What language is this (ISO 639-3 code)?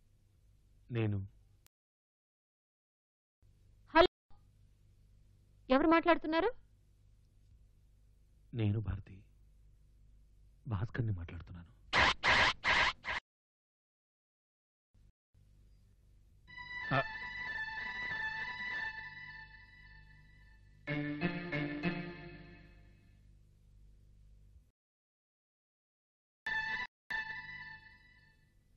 tel